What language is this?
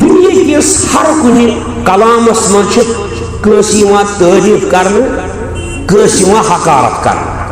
Kashmiri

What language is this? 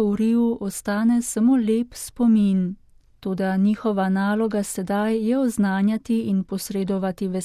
Slovenian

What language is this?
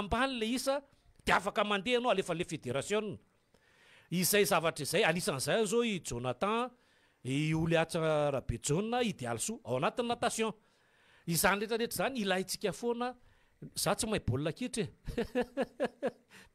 Malagasy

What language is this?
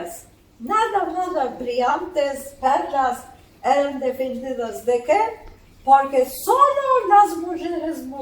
Ladino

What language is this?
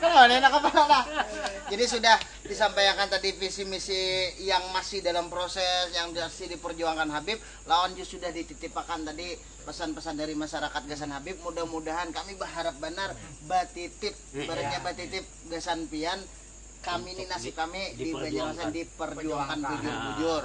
Banjar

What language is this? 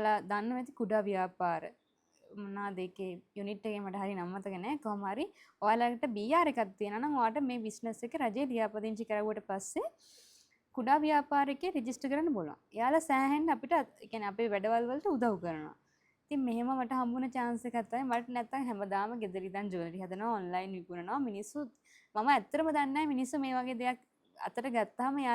Sinhala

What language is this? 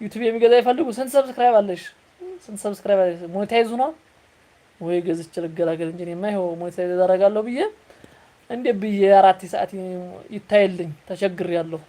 Amharic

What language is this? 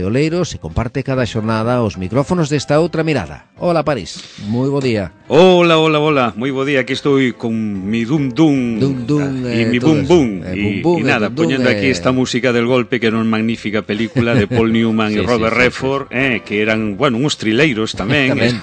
Galician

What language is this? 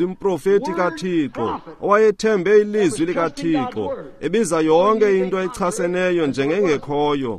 Xhosa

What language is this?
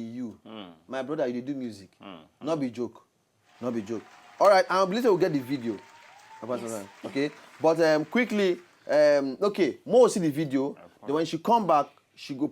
Nigerian Pidgin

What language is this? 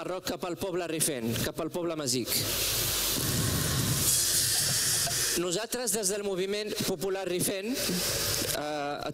Catalan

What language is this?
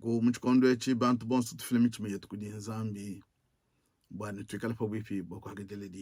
Luba-Lulua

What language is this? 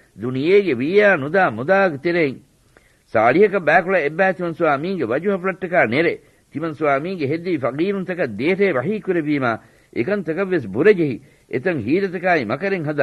Divehi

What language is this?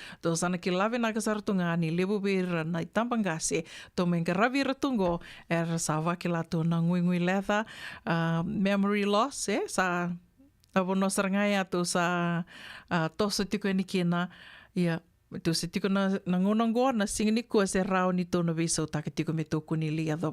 Fijian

